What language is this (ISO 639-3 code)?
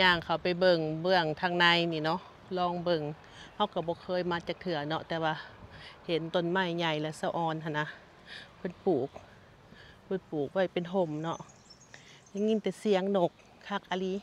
lao